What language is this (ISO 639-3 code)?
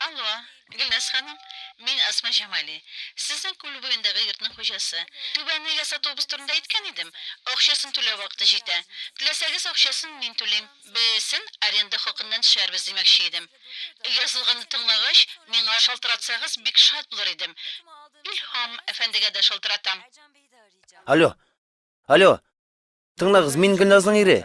tat